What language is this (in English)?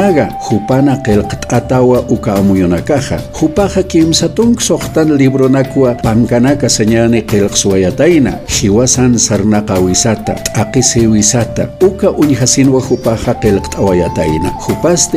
Aymara